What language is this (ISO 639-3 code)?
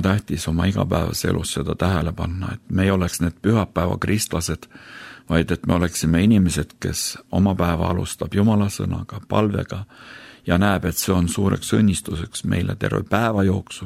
est